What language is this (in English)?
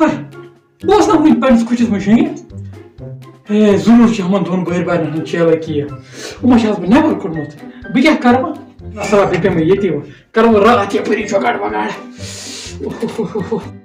Kashmiri